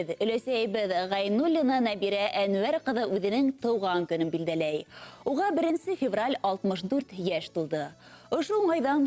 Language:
Bashkir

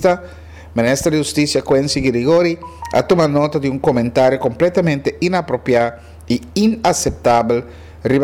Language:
Papiamento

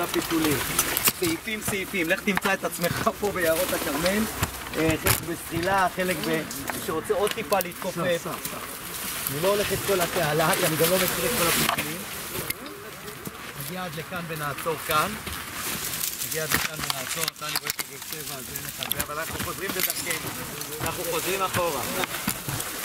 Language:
Hebrew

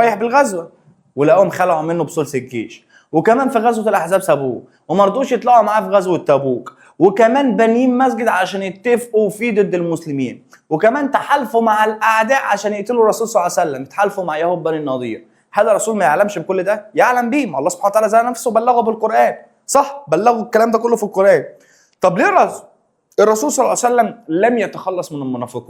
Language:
Egyptian Arabic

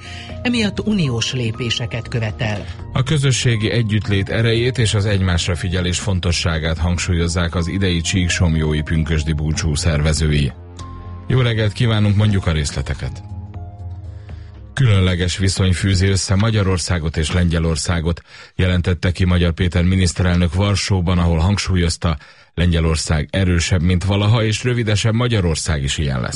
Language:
Hungarian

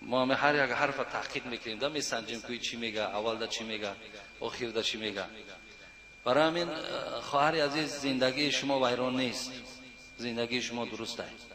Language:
Tajik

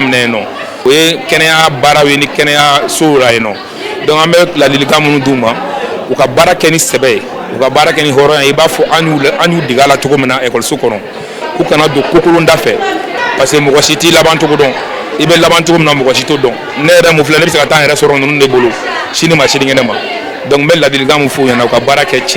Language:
Bambara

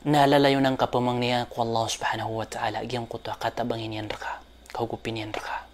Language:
Maranao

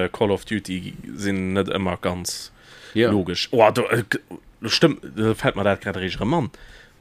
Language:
Luxembourgish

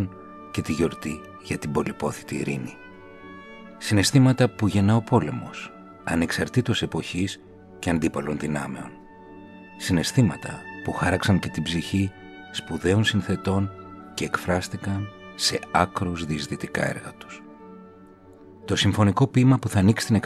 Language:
Greek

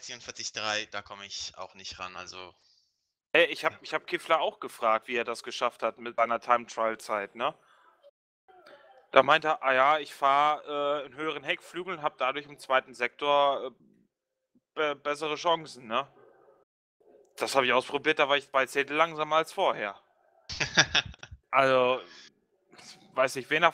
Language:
German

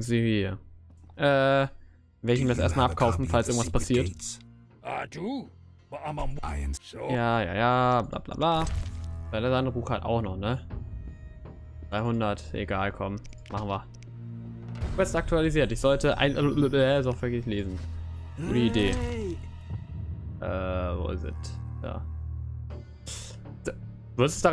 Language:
German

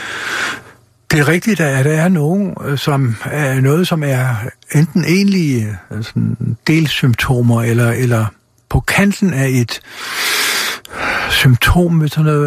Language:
Danish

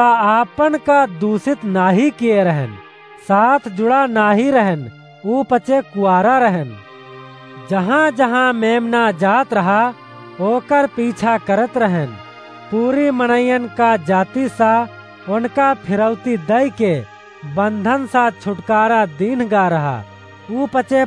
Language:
Awadhi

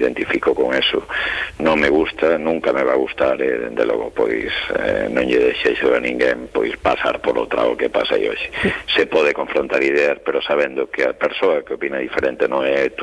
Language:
Galician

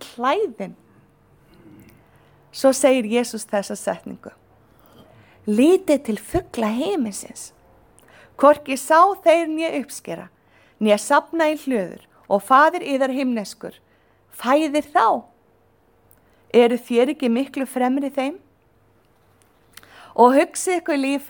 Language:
Icelandic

